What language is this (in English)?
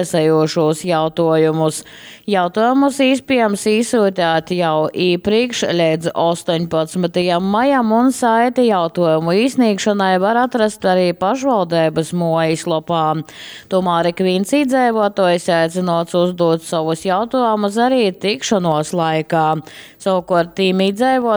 Latgalian